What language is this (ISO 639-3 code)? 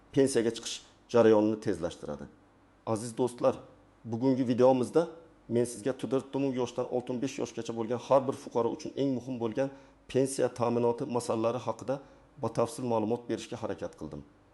uzb